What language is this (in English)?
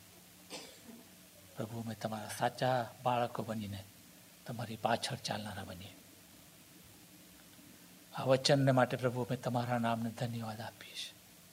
Gujarati